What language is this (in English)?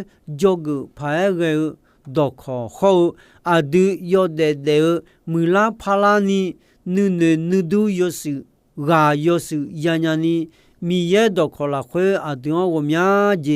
Akha